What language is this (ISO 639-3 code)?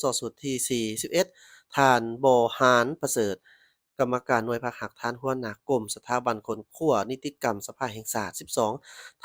lao